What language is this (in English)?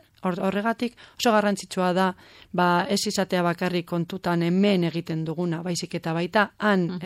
Basque